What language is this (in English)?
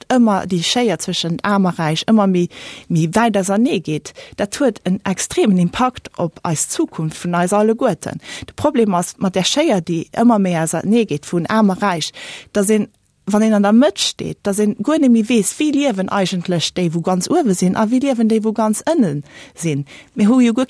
Luxembourgish